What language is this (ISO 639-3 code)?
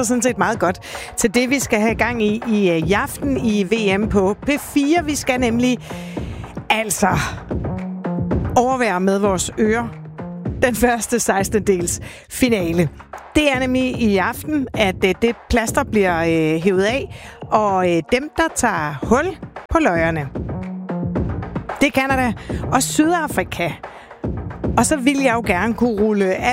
dan